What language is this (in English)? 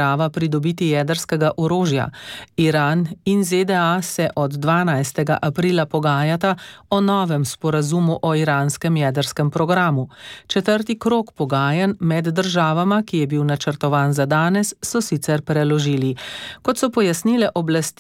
Slovenian